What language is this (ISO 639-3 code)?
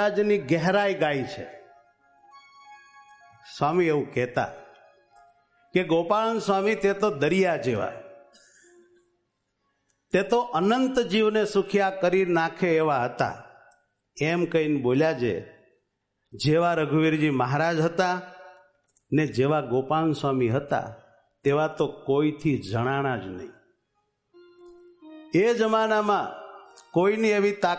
guj